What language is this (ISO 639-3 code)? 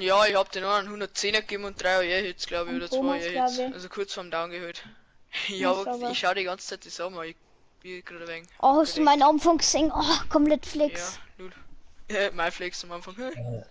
bar